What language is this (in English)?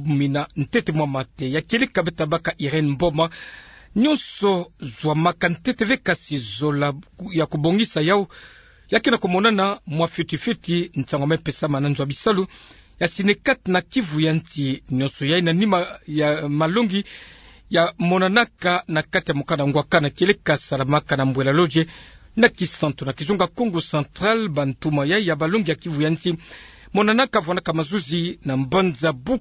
Kituba (Democratic Republic of Congo)